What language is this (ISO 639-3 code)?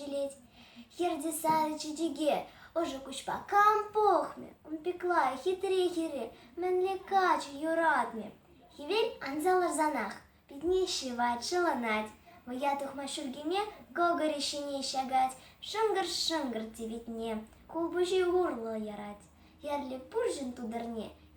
chv